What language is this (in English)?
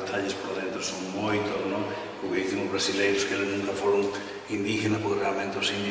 Galician